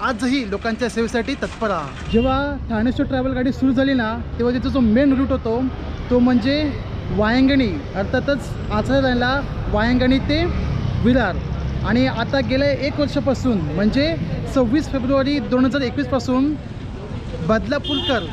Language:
Marathi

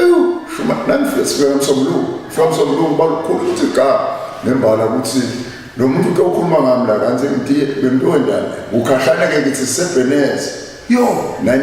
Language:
Zulu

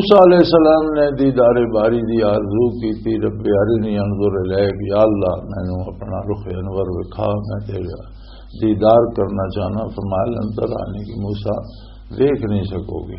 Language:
Western Panjabi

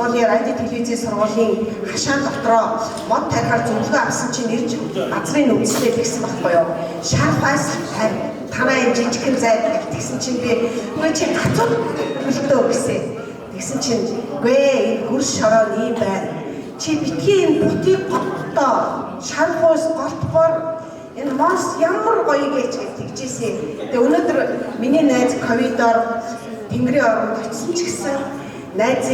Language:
Mongolian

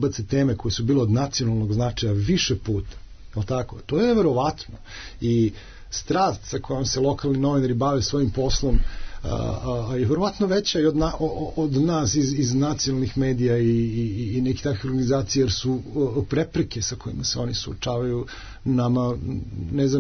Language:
Serbian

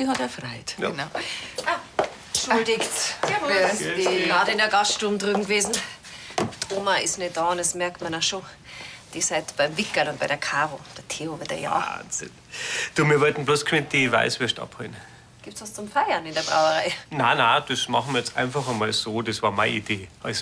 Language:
Bavarian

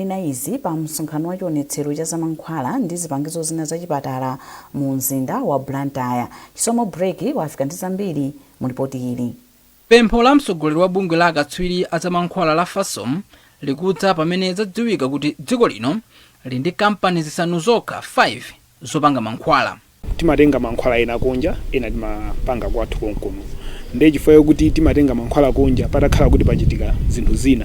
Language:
Nyanja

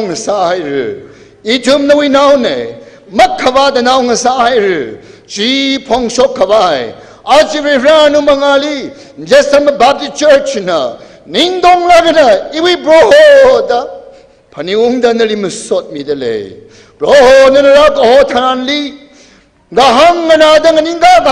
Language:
Tangkhul Naga (India)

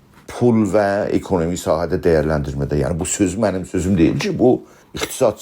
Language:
South Azerbaijani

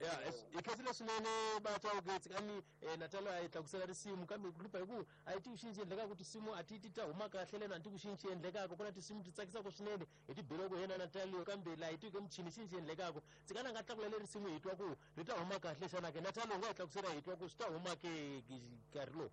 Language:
Tsonga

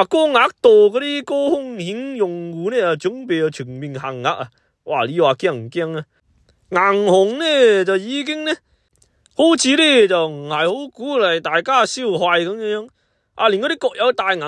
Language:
Cantonese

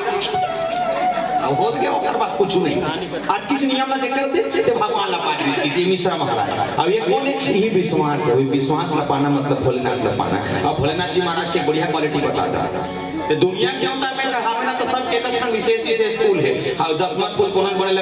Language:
Chhattisgarhi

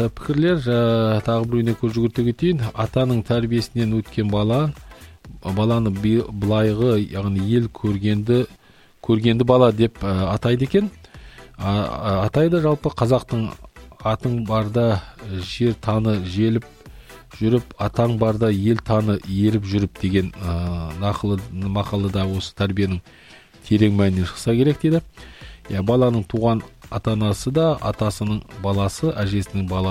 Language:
Kazakh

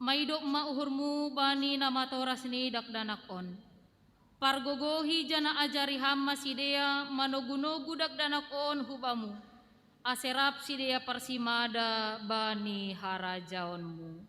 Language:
Batak Simalungun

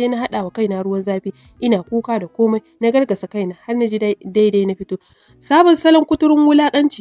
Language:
Hausa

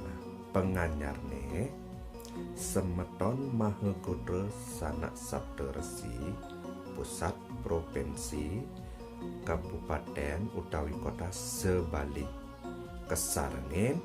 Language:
Balinese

